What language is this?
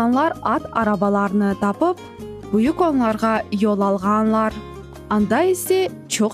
Crimean Tatar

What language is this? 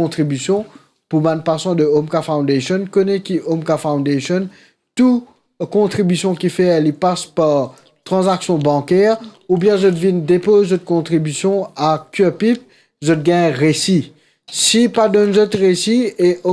Morisyen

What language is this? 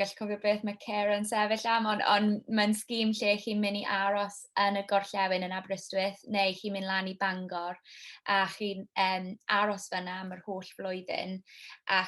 Welsh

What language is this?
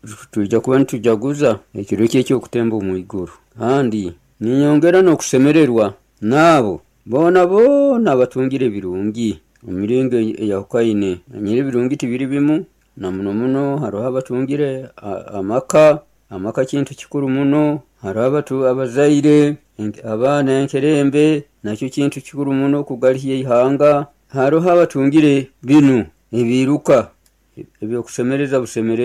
Nyoro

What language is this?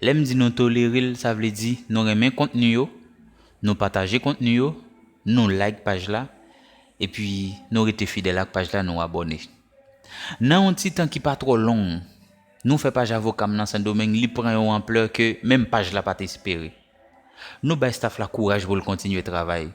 Haitian Creole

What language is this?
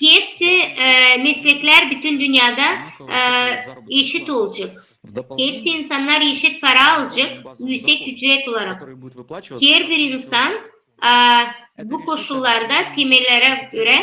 Gagauz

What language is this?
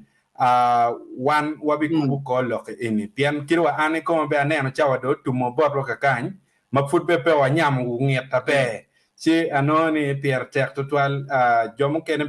Acoli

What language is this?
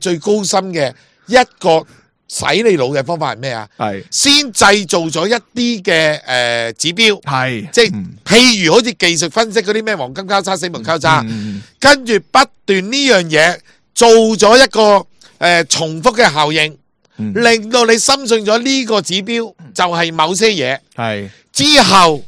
Cantonese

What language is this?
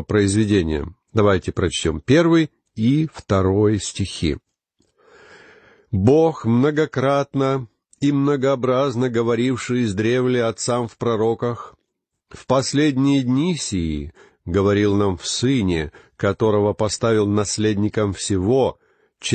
Russian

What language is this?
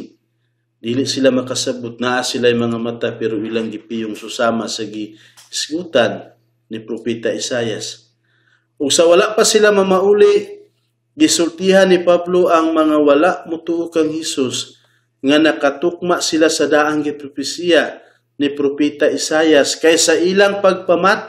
Cebuano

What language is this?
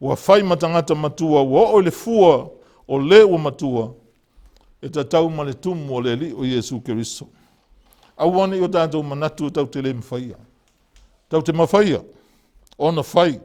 Samoan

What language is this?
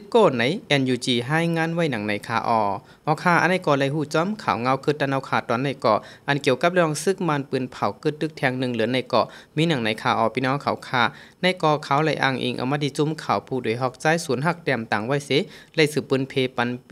Shan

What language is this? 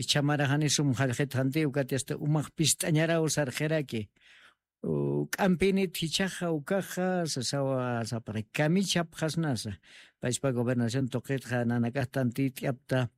Aymara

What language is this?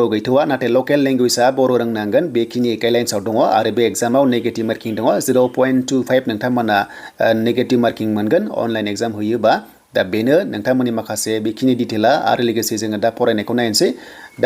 Bodo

